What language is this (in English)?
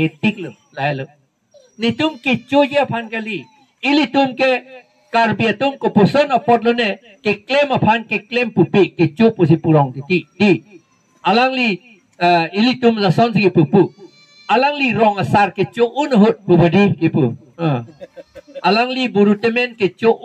Karbi